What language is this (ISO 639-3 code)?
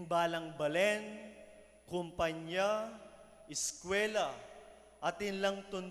pam